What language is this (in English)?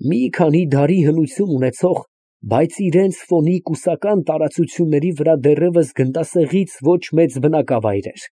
Armenian